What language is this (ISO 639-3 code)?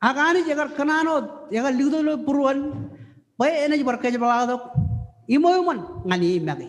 mah